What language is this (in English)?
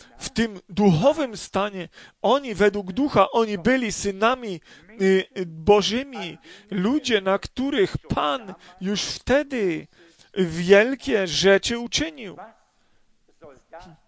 Polish